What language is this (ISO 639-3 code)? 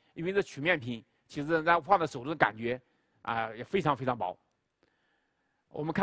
zho